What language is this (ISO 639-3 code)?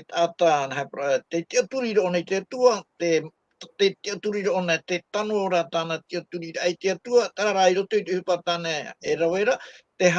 tah